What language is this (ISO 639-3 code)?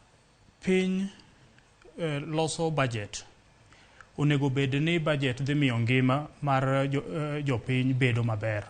luo